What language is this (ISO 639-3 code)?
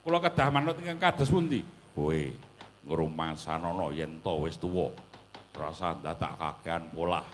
jav